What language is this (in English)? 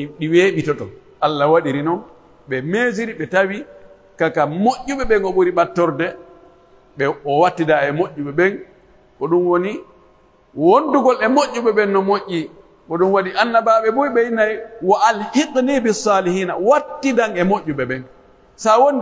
Pular